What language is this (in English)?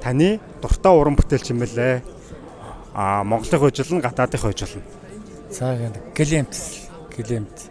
Mongolian